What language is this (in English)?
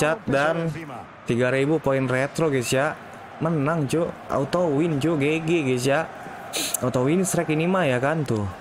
Indonesian